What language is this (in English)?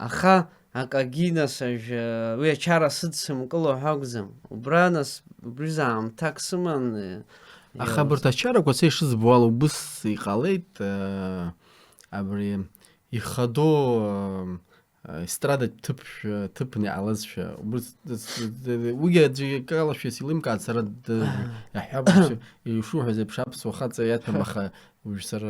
Abkhazian